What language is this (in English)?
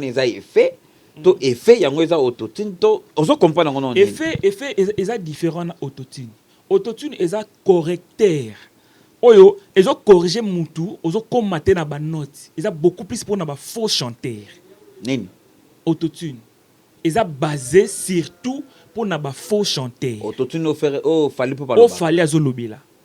Lingala